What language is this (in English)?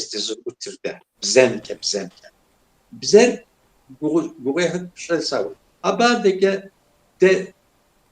Kabardian